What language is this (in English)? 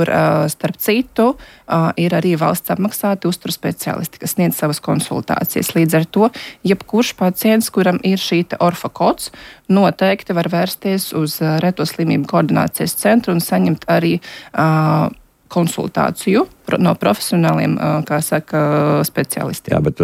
Latvian